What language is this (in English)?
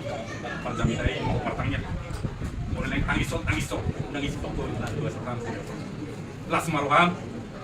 Batak Toba